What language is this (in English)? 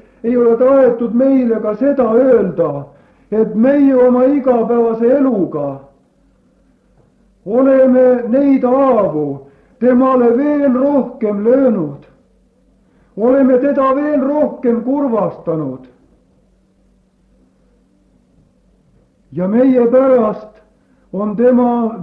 Estonian